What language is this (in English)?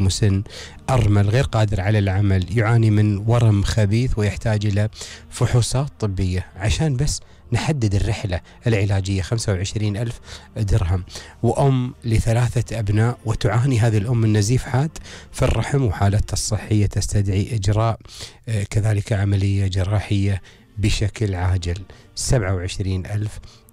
Gulf Arabic